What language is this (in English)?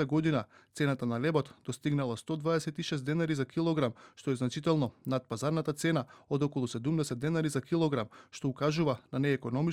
Macedonian